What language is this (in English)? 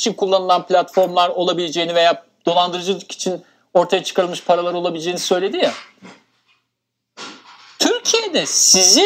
Turkish